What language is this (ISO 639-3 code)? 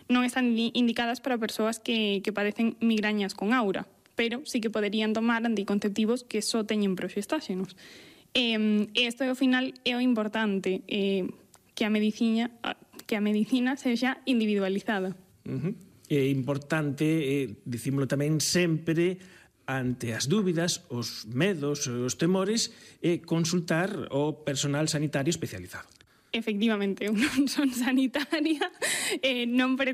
glg